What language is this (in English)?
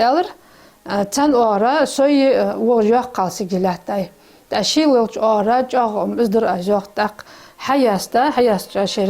Ingush